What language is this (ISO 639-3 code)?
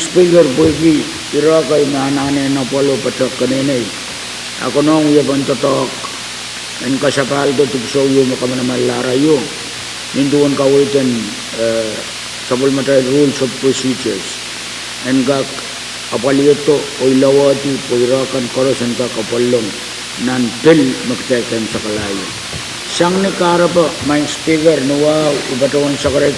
pon